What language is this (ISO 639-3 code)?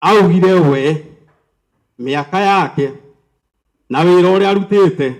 kik